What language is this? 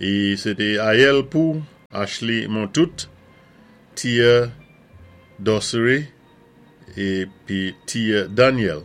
Saint Lucian Creole French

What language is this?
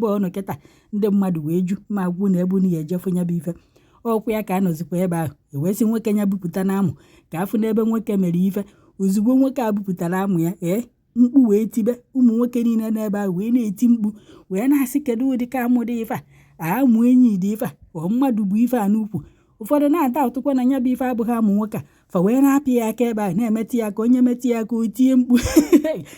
Igbo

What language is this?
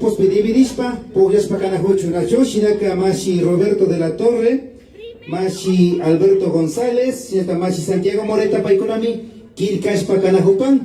Imbabura Highland Quichua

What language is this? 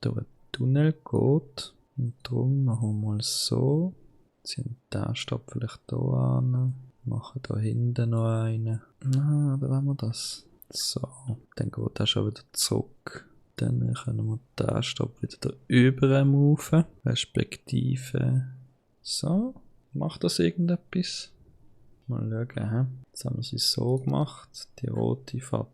Swiss German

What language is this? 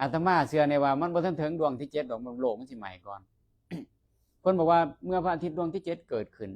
Lao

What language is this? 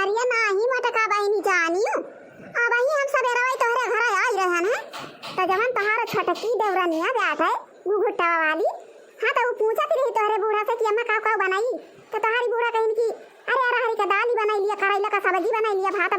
Awadhi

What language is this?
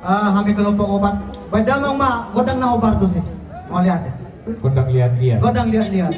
Batak Toba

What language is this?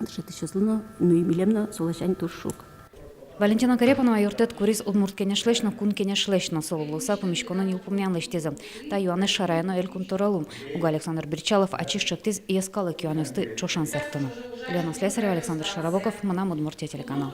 Udmurt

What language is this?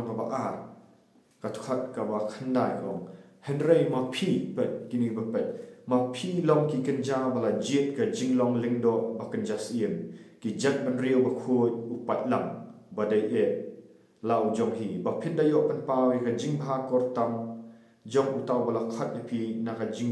Khasi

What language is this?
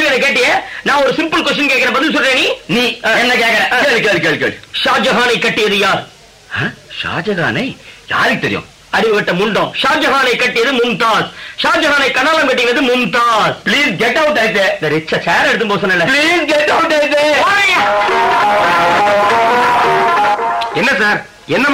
Tamil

